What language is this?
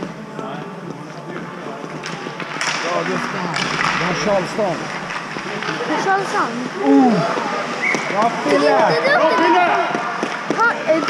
Swedish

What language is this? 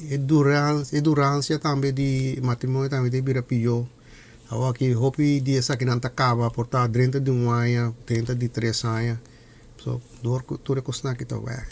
Papiamento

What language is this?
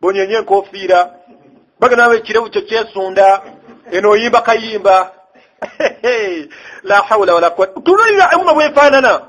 Ganda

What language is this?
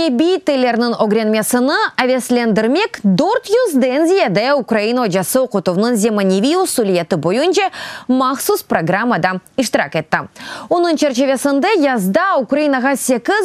Crimean Tatar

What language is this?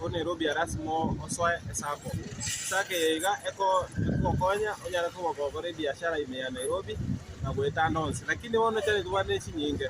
Gusii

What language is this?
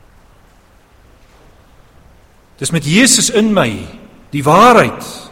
Afrikaans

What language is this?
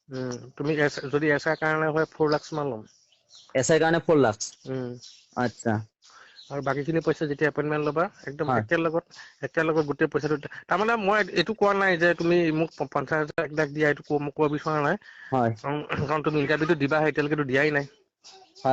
Assamese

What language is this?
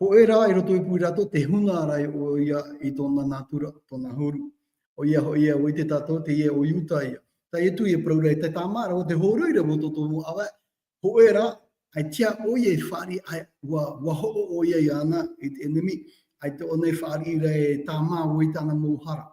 Tahitian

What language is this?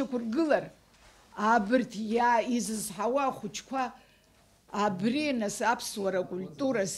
Abkhazian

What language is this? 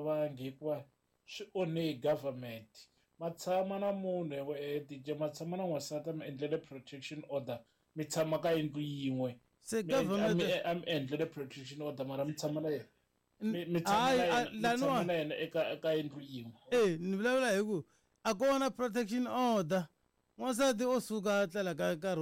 Tsonga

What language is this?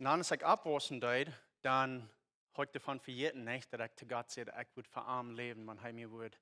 Plautdietsch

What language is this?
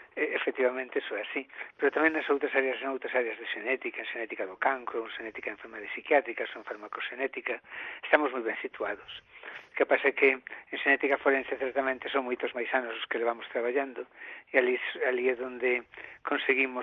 Galician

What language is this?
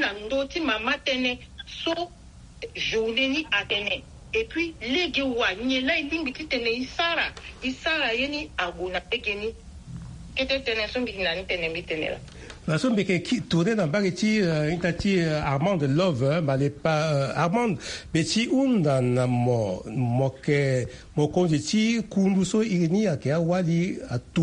Sango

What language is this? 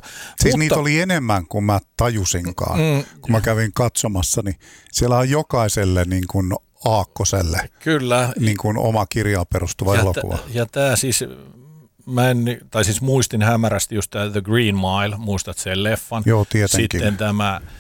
Finnish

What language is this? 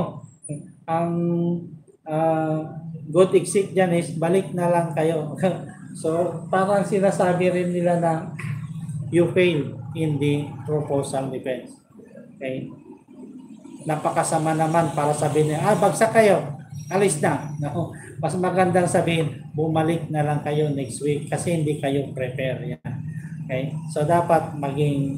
Filipino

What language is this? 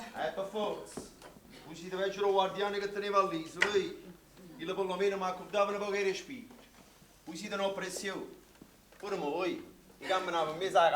Neapolitan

